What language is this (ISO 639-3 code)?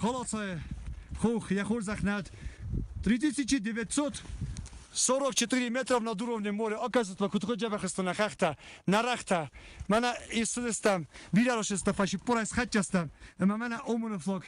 oss